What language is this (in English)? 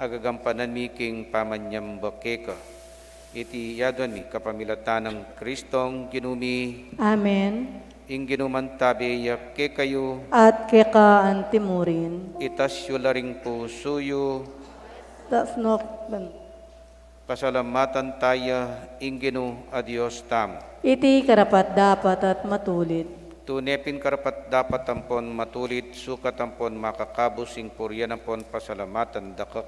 Pampanga